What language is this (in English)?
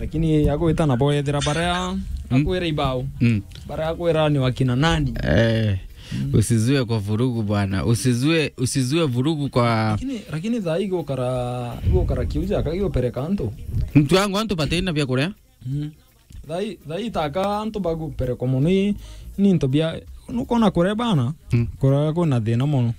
Meru